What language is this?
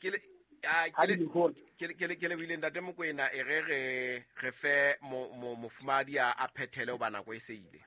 Southern Sotho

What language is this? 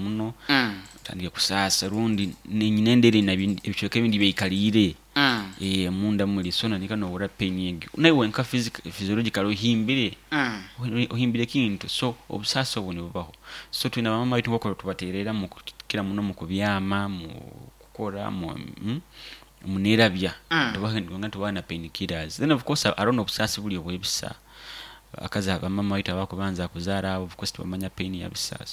Nyoro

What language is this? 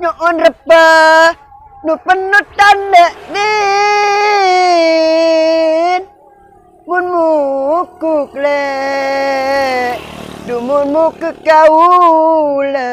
Madurese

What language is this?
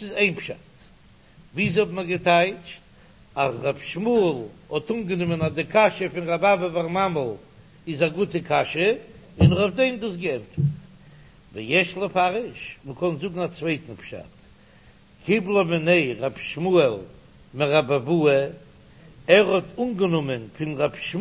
Yiddish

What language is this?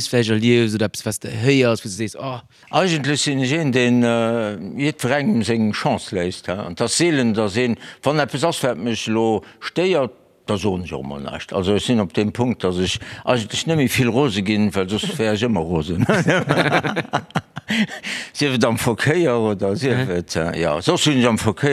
Luxembourgish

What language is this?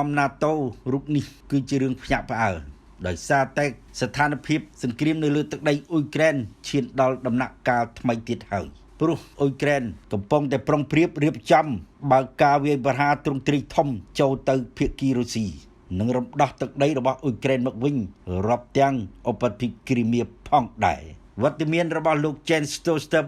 Khmer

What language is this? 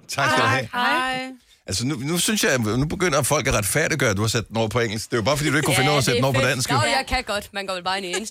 Danish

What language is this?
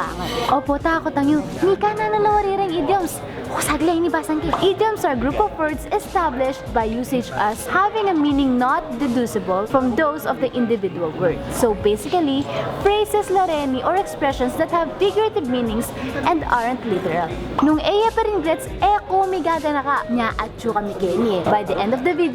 Pampanga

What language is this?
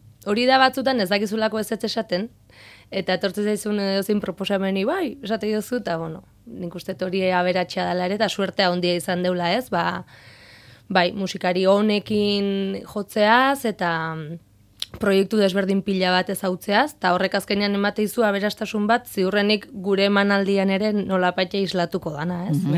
Basque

